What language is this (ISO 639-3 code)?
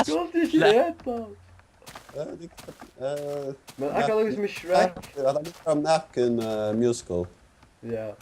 fao